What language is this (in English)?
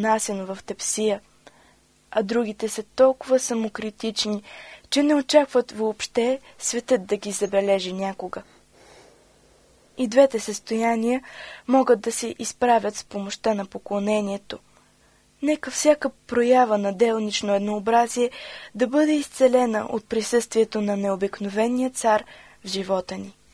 Bulgarian